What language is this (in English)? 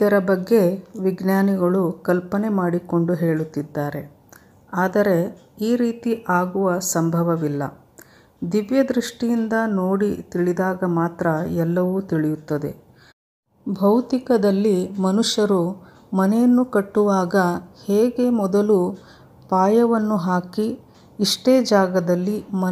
Kannada